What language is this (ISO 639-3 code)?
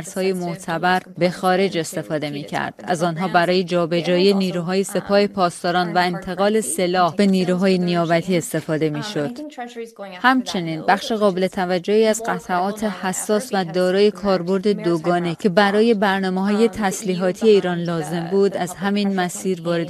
fas